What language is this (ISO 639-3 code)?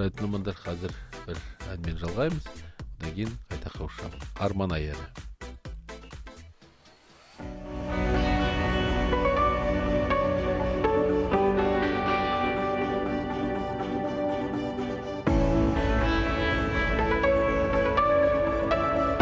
kaz